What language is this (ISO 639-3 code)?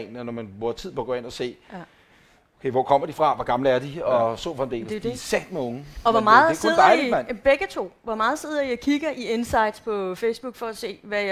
dan